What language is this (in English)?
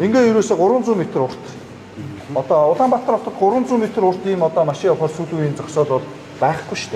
Mongolian